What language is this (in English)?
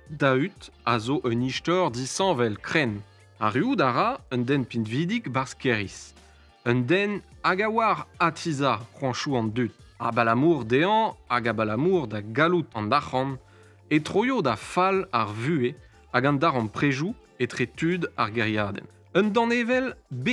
Breton